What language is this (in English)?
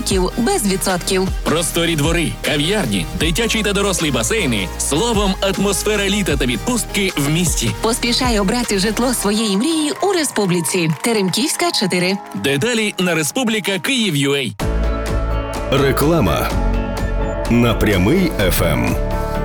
Ukrainian